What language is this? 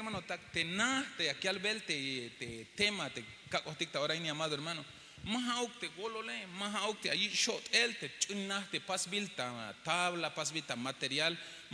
Tzeltal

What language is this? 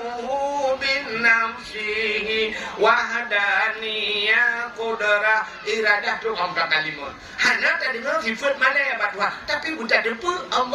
Achinese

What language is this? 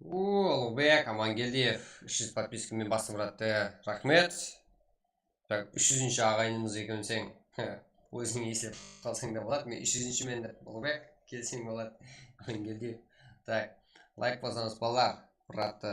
Kara-Kalpak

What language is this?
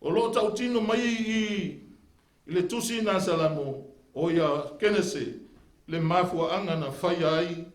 Samoan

